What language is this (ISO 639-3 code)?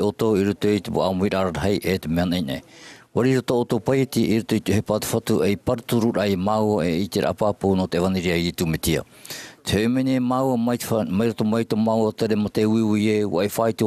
tah